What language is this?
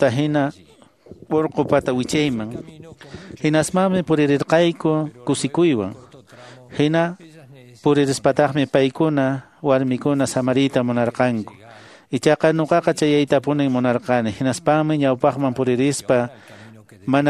Quechua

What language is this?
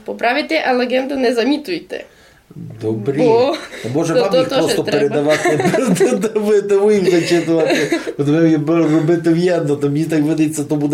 Rusyn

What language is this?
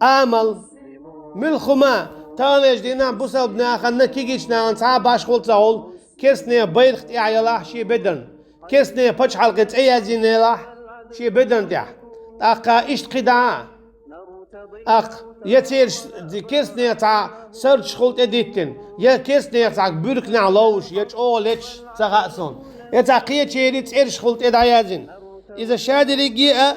Chechen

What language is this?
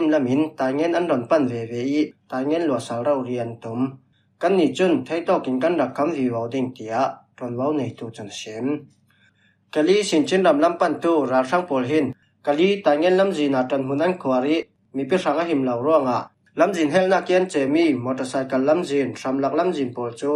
Falam Chin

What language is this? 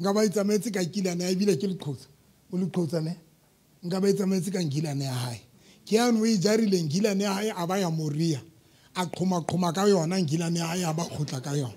Southern Sotho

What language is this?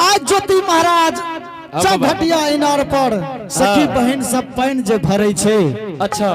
Angika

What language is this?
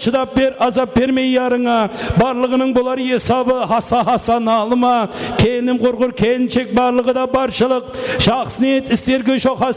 Kara-Kalpak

